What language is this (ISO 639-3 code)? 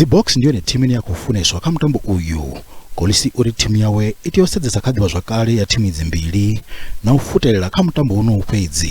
ven